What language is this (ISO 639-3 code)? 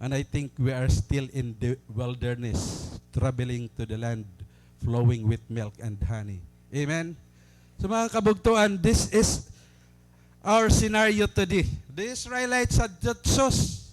war